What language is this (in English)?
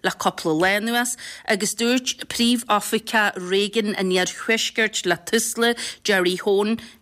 Irish